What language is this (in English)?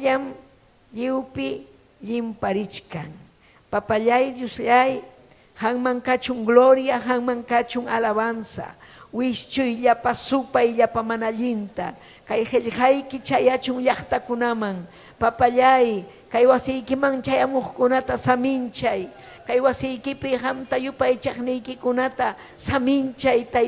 Ayacucho Quechua